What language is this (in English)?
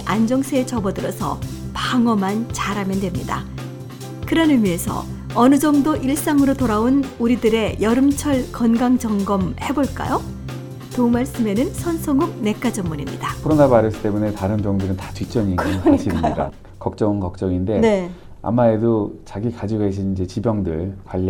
Korean